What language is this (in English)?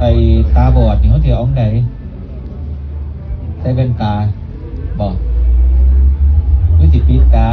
Northeastern Thai